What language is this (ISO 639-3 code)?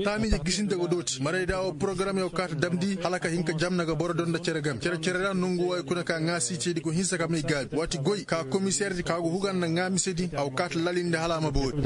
ses